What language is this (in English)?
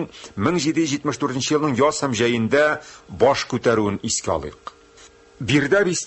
Tatar